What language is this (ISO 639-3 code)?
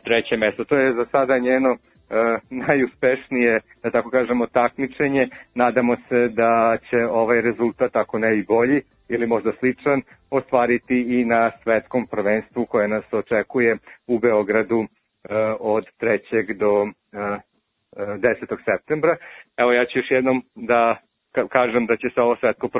srp